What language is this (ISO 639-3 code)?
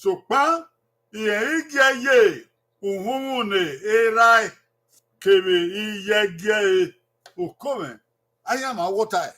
bin